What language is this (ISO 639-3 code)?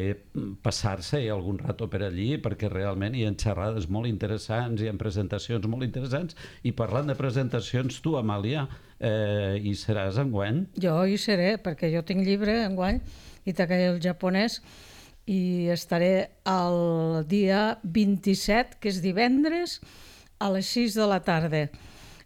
cat